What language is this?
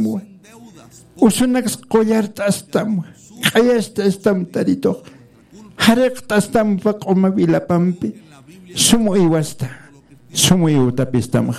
Aymara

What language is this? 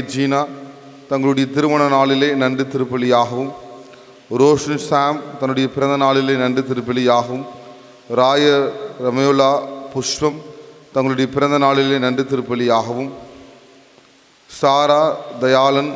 Tamil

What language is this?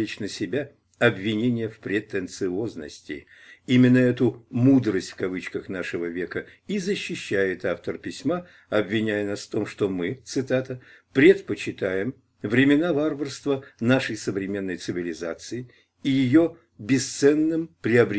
Russian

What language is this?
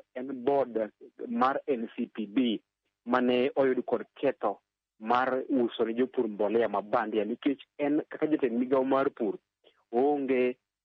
Luo (Kenya and Tanzania)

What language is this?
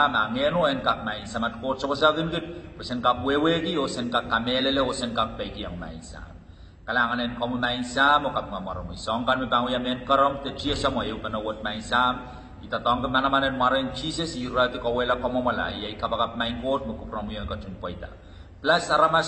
Pohnpeian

